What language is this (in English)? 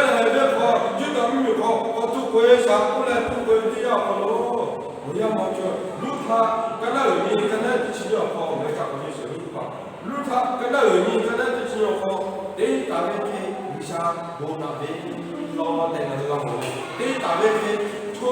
Lahu